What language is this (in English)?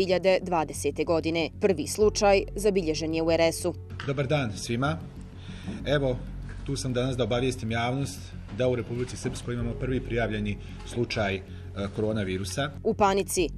Bosnian